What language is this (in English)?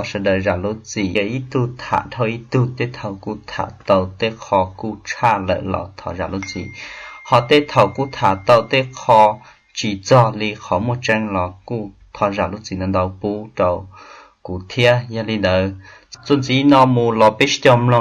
Hmong